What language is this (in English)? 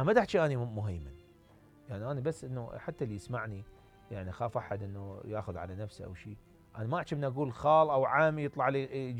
Mesopotamian Arabic